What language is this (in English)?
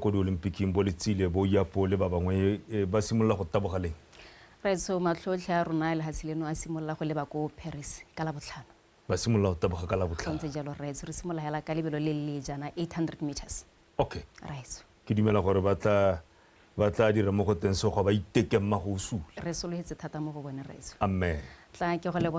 Tswana